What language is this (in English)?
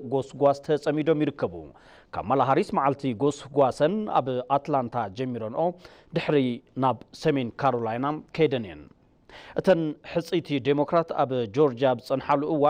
Tigrinya